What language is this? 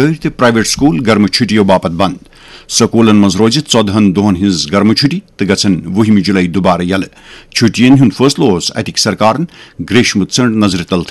Kashmiri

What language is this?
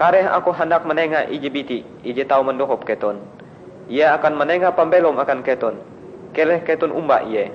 Ngaju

